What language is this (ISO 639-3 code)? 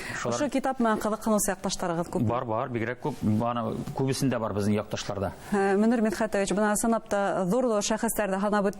bak